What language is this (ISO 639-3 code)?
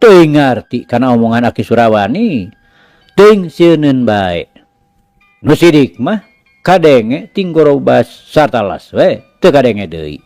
sun